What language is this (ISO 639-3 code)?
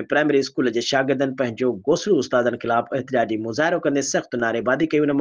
snd